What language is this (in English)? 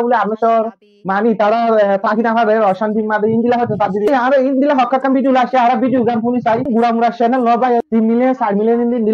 Rohingya